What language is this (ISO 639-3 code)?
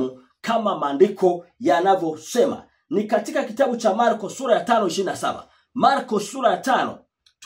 swa